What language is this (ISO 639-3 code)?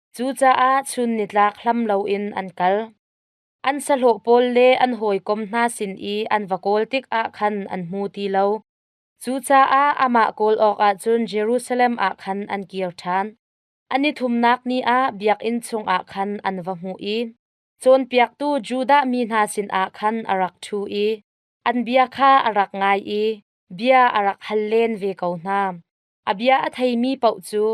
cnh